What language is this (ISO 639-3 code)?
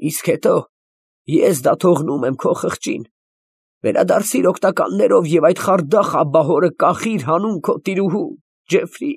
hye